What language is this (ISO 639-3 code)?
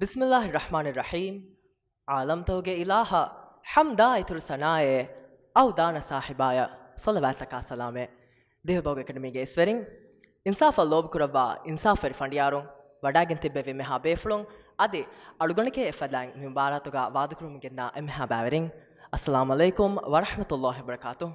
div